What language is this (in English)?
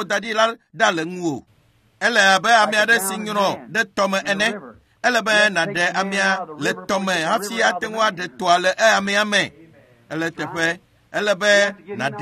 Ewe